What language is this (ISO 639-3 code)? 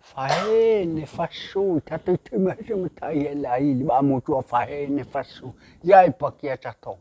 nia